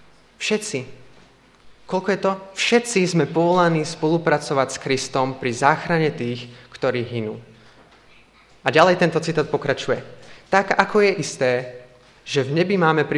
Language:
Slovak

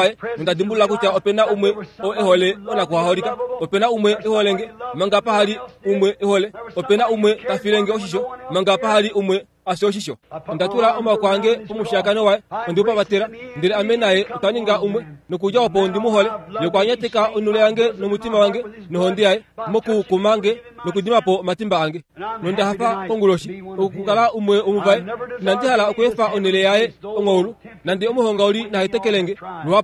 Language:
Kuanyama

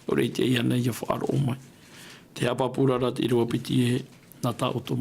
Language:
Tahitian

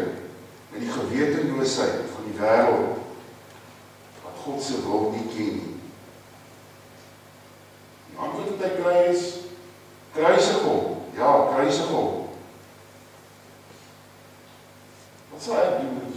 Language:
Afrikaans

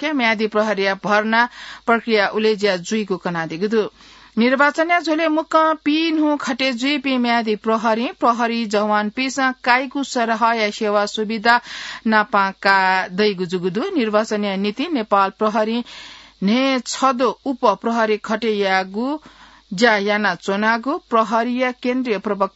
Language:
Newari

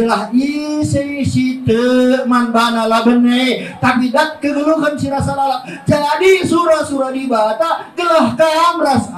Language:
Batak Karo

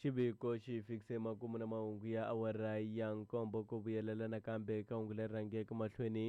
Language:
Tsonga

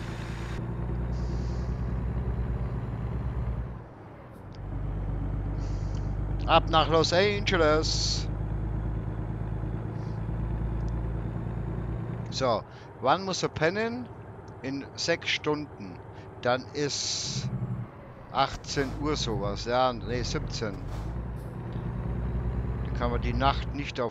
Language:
German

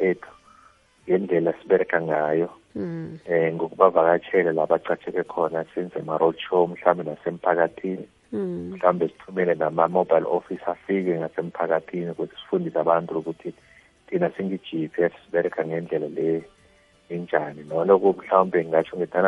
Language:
South Ndebele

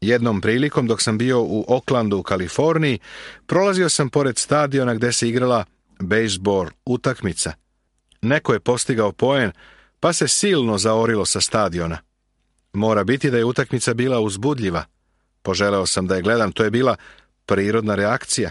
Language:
Serbian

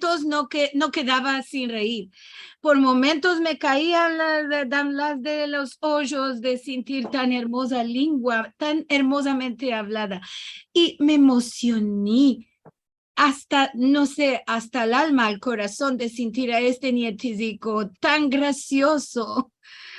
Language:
Ladino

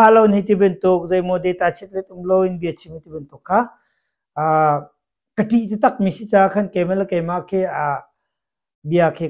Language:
Hakha Chin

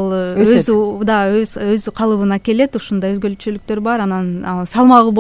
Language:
Kyrgyz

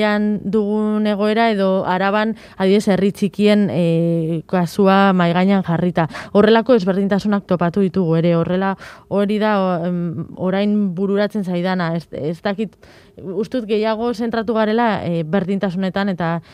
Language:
Basque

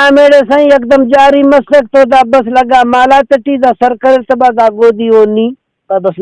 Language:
Brahui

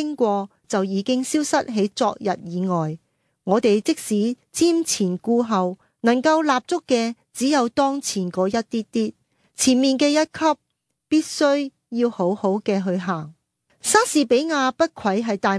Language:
Cantonese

